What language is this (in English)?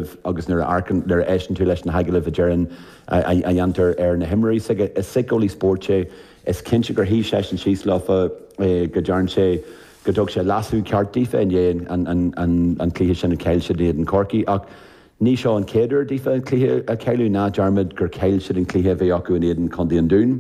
Irish